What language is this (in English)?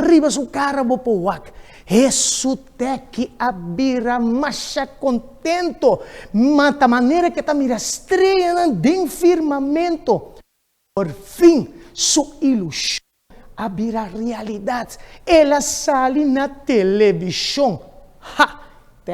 Papiamento